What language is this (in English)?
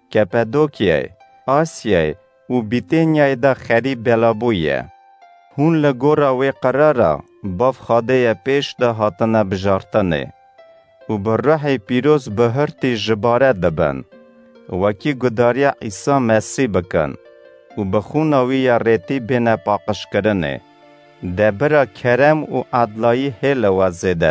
Kurdish